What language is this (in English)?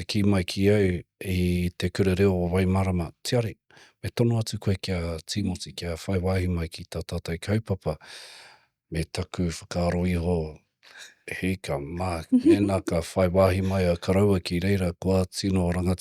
Māori